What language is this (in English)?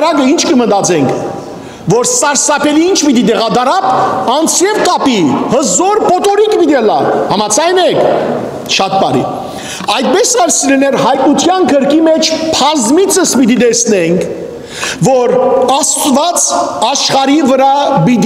Western Armenian